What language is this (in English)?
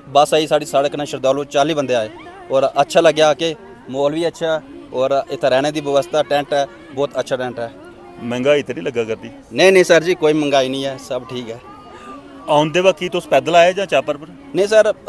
Dogri